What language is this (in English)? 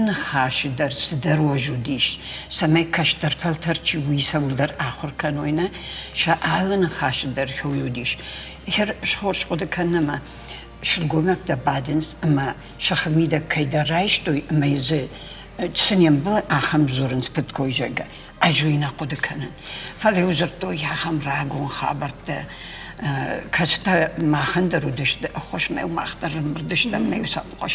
Ossetic